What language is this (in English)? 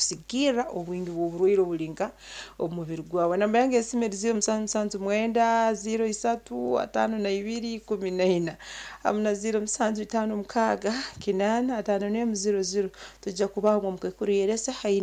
Nyankole